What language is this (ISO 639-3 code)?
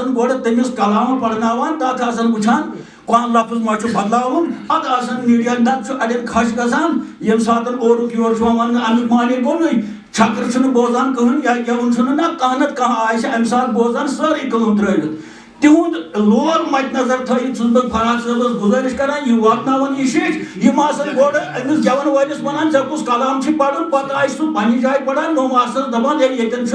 kas